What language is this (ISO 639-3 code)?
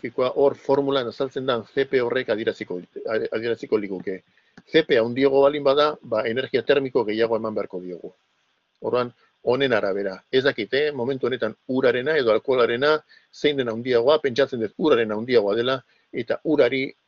eus